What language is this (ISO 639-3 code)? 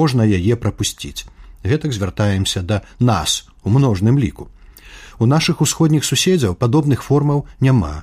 bel